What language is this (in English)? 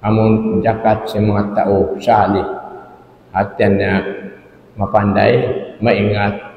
Tausug